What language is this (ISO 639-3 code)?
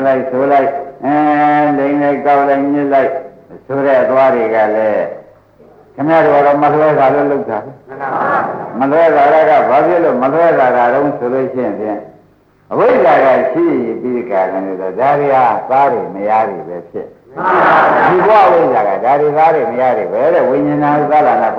mya